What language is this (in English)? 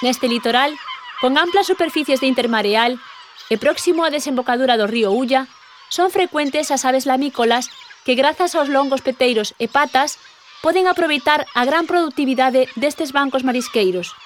Galician